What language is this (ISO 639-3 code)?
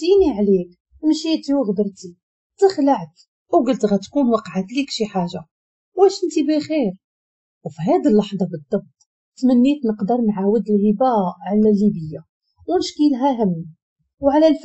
ary